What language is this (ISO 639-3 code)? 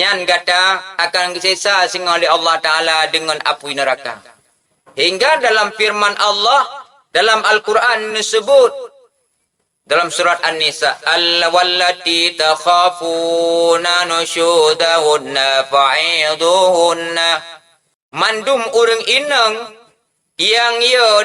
ace